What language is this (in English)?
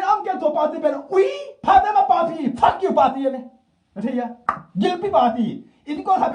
Tedim Chin